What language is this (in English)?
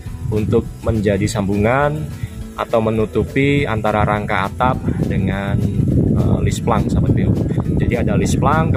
Indonesian